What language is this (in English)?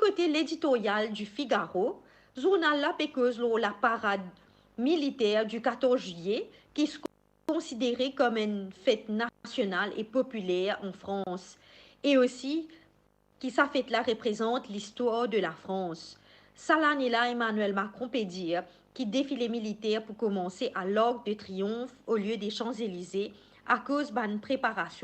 Morisyen